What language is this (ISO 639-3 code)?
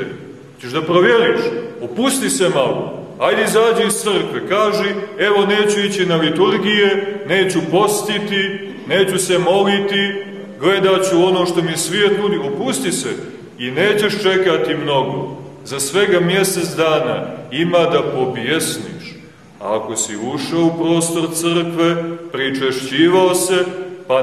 srp